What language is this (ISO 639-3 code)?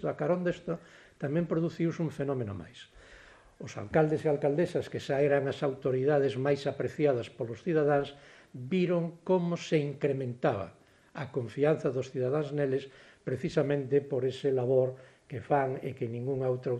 glg